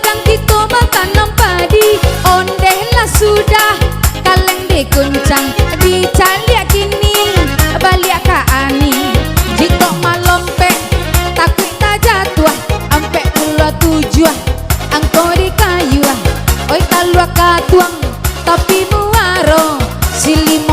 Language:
Minangkabau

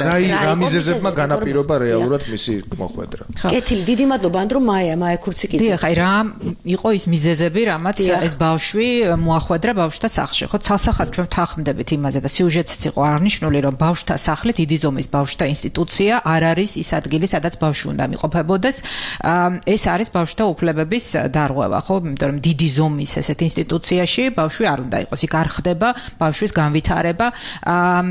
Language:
Georgian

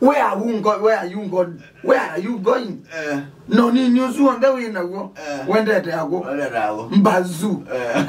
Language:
Kamba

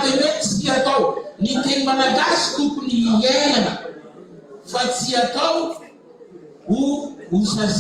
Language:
Malagasy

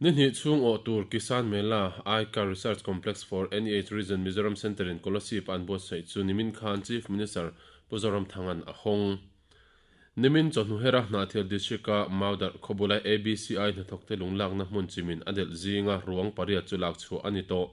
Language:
Mizo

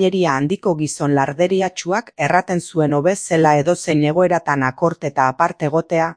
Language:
Basque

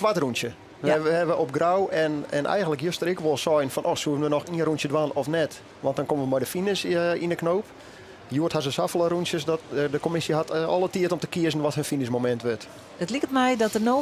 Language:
Western Frisian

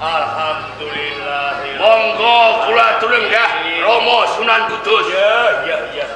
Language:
Javanese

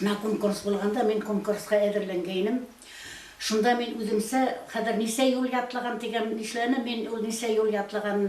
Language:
Bashkir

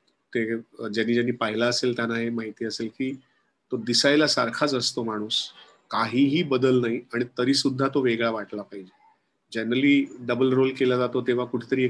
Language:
Marathi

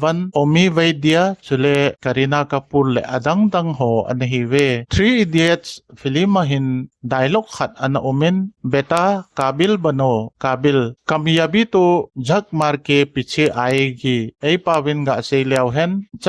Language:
Thado Chin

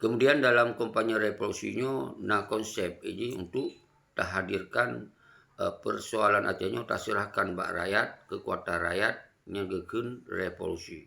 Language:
Achinese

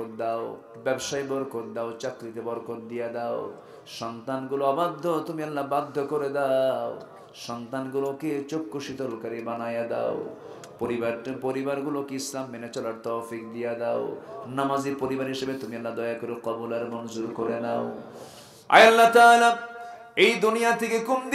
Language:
Bangla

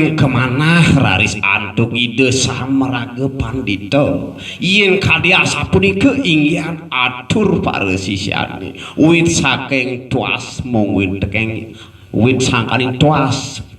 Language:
Balinese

